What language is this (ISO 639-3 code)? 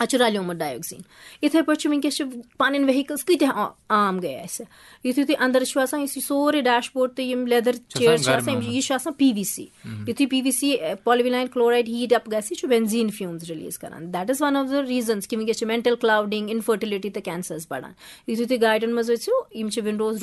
kas